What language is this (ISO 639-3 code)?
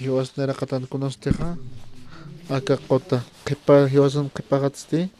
aym